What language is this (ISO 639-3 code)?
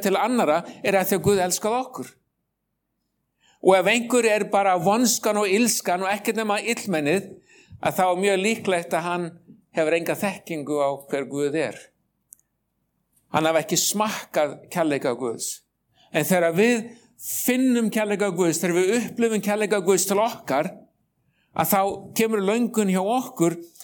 isl